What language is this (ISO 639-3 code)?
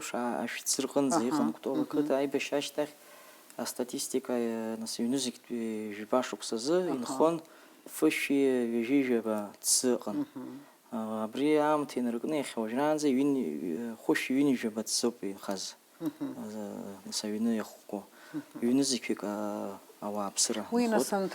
abk